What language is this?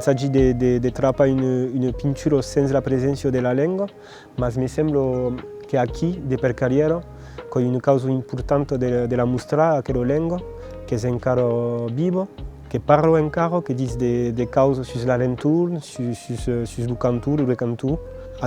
Occitan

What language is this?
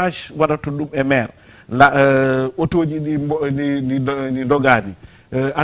Fula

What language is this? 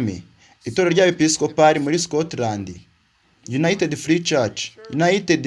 Kinyarwanda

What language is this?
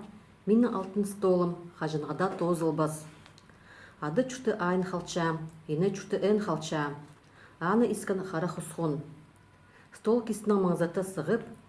Khakas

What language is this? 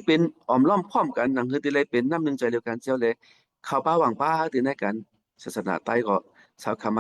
Shan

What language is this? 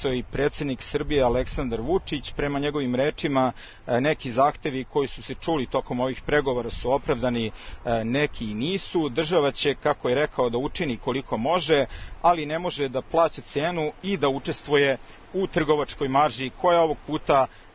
Serbian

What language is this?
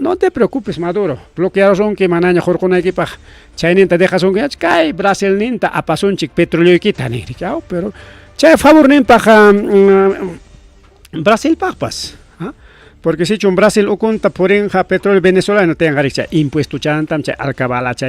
Ayacucho Quechua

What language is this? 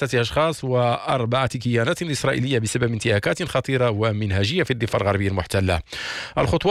Arabic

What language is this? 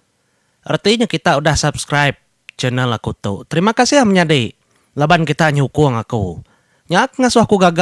Iban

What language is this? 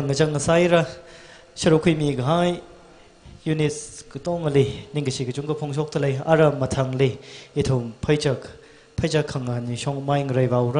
Tangkhul Naga (India)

